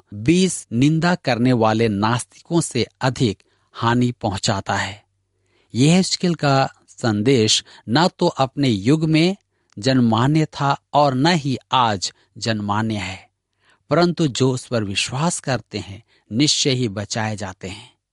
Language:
Hindi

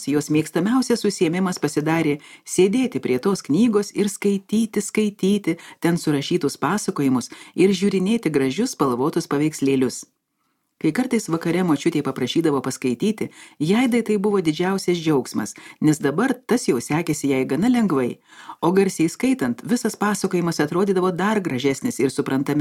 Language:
Lithuanian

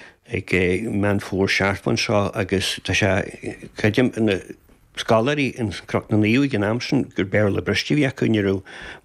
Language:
Irish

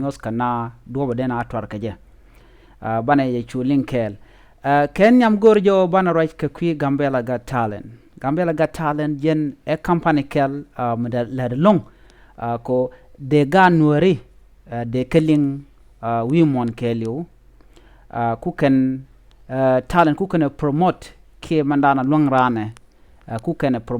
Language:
Nuer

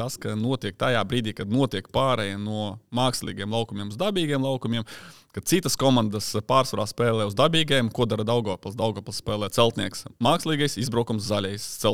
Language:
Latvian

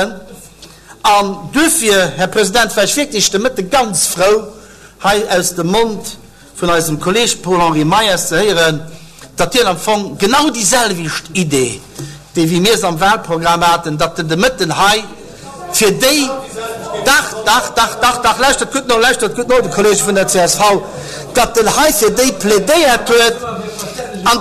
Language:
Luxembourgish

